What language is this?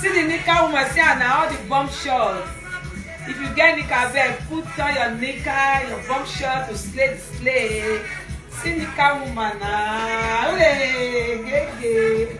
Nigerian Pidgin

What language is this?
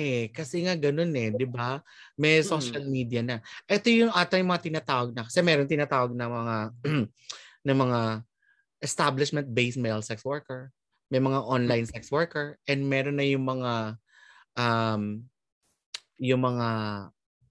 Filipino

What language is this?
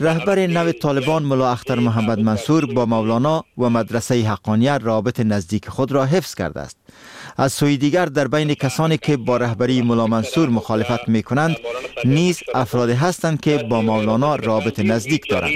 Persian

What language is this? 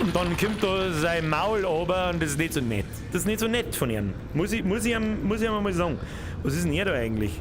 Bavarian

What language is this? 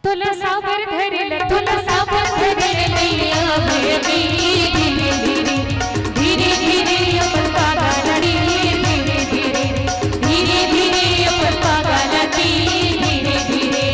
Chhattisgarhi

